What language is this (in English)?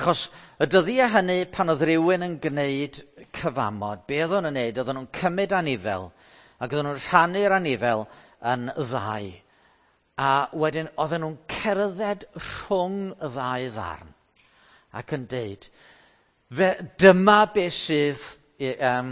Welsh